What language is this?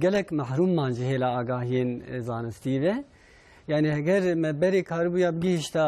Kurdish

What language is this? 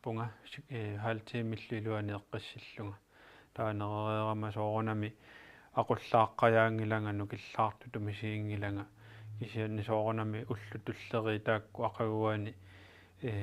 Kalaallisut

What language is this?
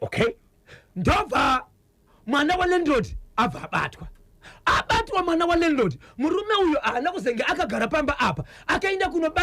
Shona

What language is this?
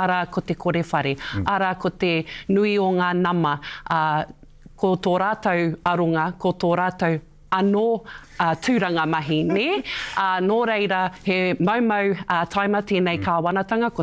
Māori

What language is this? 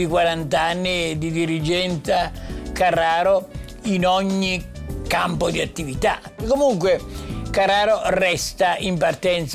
Italian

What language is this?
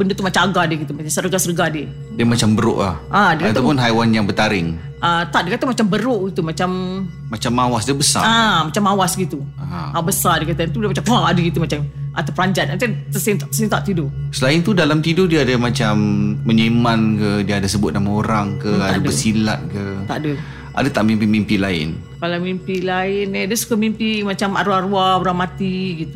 Malay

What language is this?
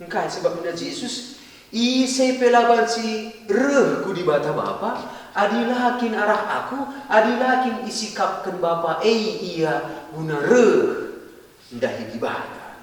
Batak Karo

